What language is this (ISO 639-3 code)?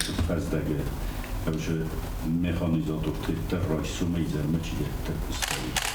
oss